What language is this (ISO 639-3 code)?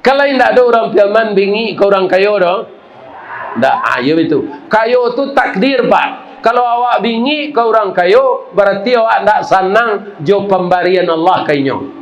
min